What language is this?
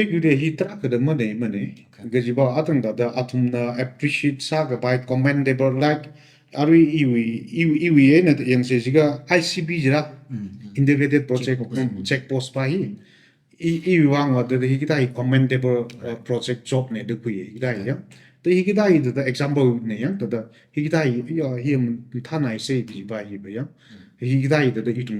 Tangkhul Naga (India)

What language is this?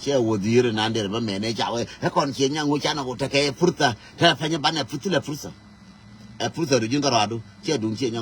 Nuer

